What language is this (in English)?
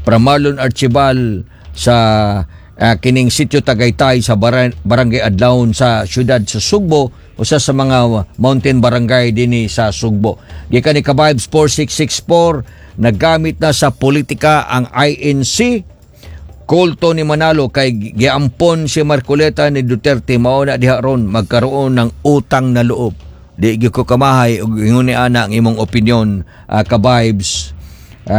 Cebuano